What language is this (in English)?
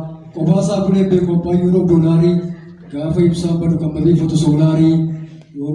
Oromo